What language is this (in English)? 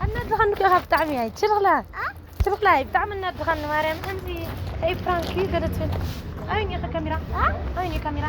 Tigrinya